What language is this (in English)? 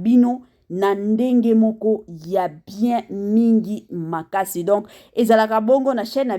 Lingala